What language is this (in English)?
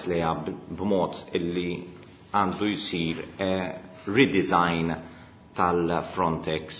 Maltese